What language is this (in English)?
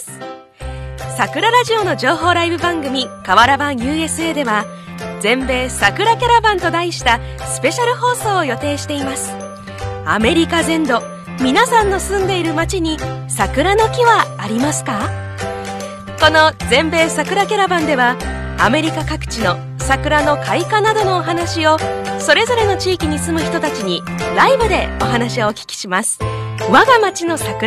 Japanese